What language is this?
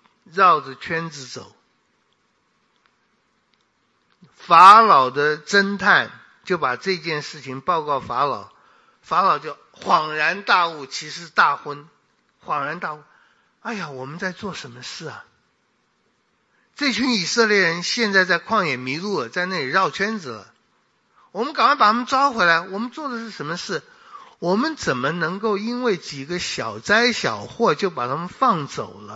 Chinese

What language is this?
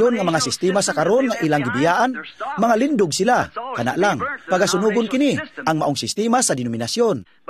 Cebuano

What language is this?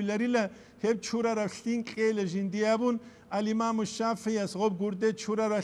Avaric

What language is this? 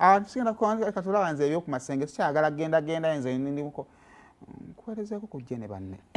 Ganda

